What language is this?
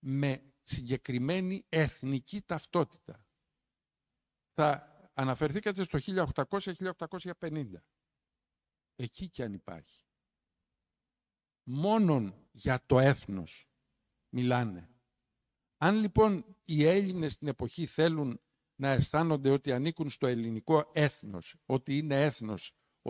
Greek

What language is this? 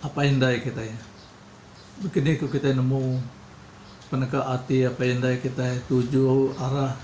Iban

